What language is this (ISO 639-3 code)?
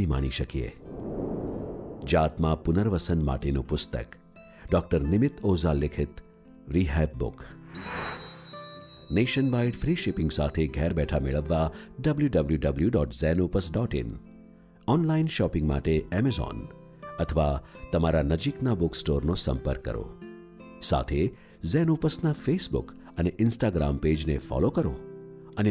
guj